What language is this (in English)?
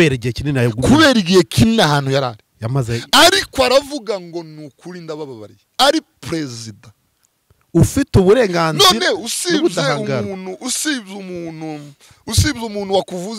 Kinyarwanda